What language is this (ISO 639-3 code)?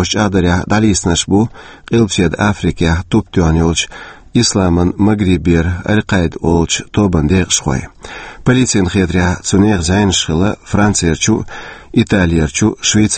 che